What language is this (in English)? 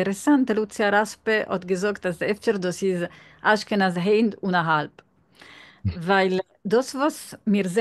Yiddish